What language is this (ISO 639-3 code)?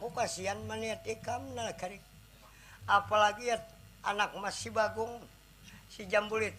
bjn